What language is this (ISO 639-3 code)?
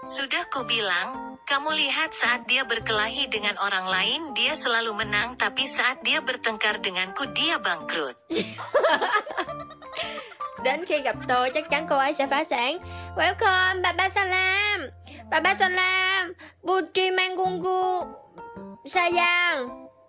ind